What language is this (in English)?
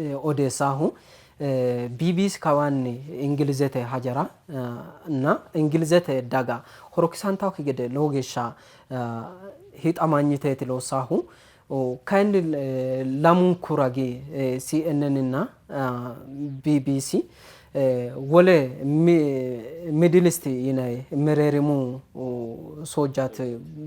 Sidamo